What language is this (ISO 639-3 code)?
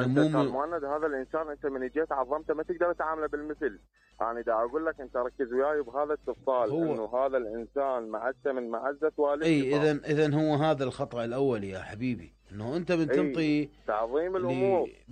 acm